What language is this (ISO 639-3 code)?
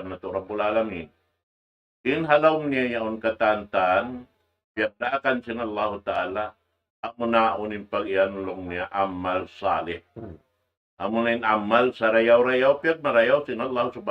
tsg